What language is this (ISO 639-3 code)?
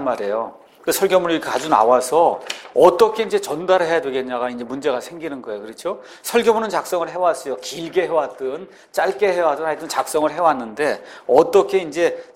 kor